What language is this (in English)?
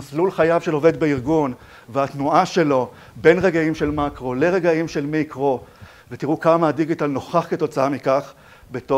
Hebrew